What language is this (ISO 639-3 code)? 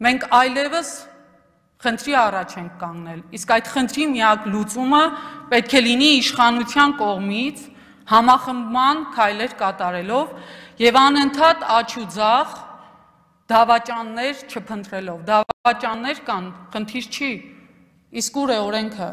hye